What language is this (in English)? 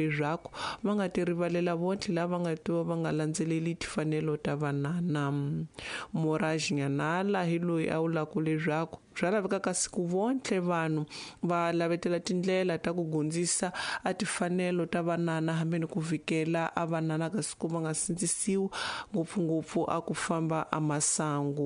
Tsonga